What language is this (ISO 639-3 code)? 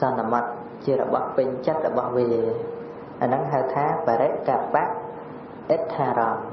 khm